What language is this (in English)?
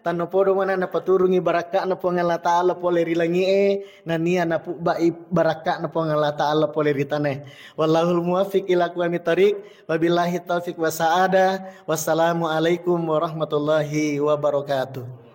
Buginese